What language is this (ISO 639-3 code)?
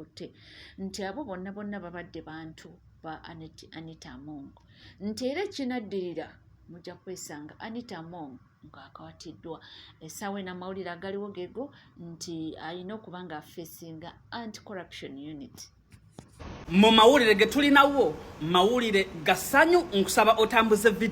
lug